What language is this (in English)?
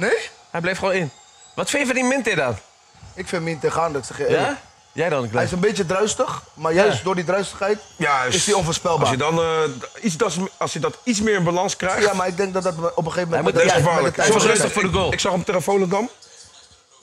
Dutch